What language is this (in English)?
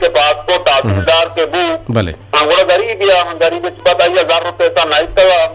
Eastern Balochi